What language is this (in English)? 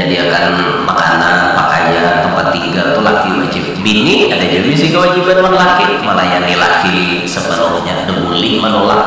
Banjar